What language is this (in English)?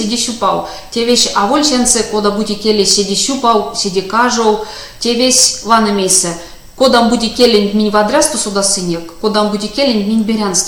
Erzya